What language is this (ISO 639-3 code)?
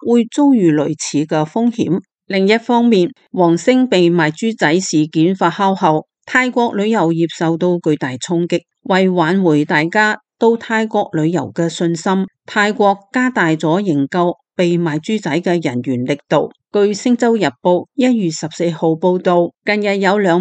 yue